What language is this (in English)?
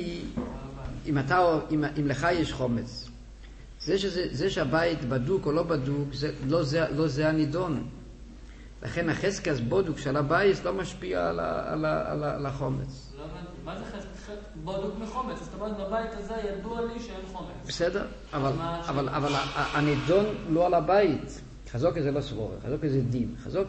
Hebrew